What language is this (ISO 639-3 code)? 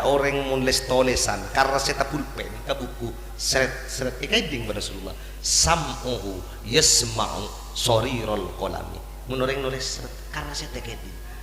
mad